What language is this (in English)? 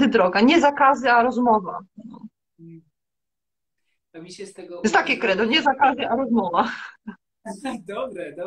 Polish